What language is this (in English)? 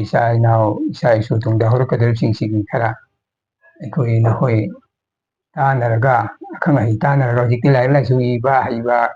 Manipuri